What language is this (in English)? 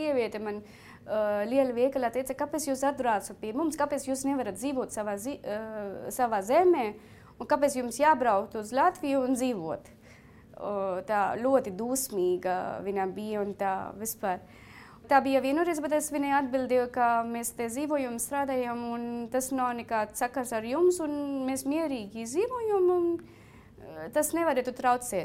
Latvian